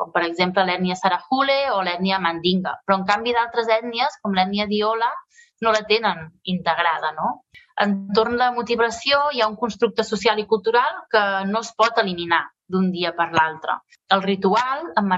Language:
Catalan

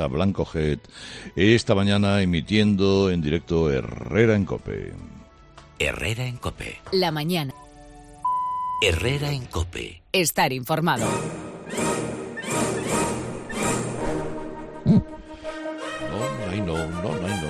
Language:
Spanish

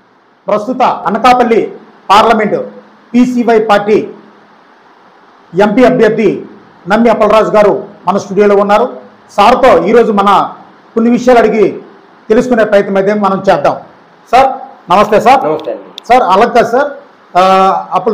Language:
Telugu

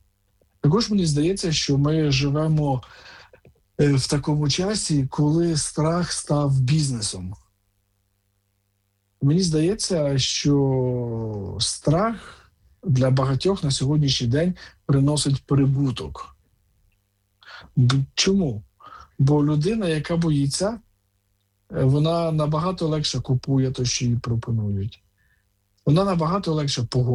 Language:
Ukrainian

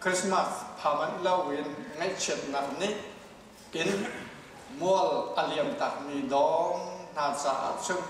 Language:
Hakha Chin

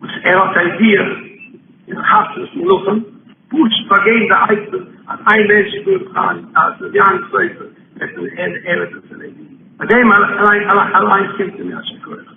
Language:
Yiddish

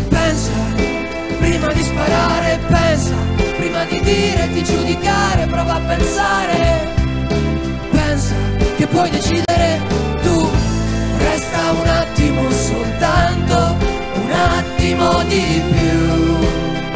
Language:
Italian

